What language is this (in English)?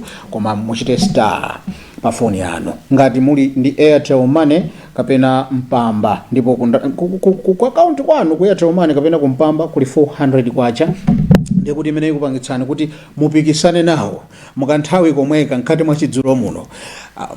Nyanja